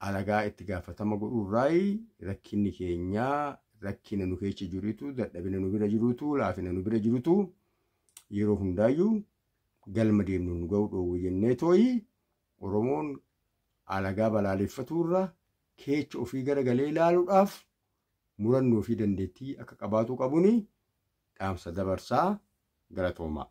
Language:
Oromo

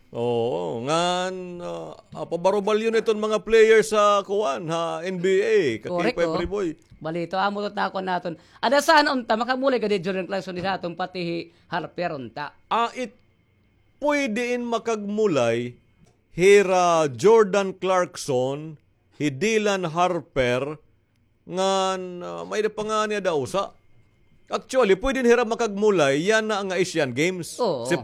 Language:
Waray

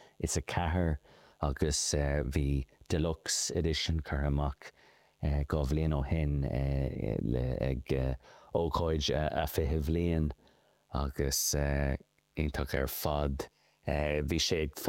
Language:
Irish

